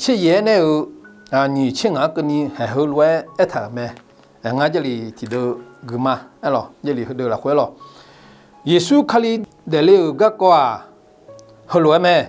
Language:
Akha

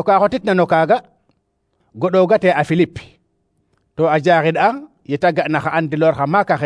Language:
Serer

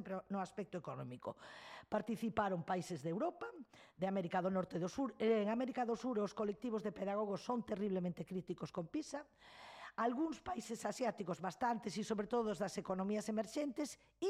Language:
Galician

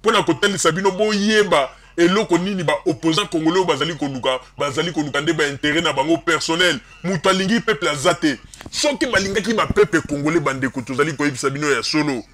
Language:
Lingala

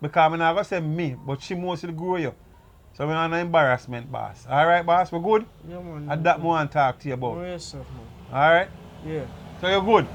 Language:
Jamaican Creole English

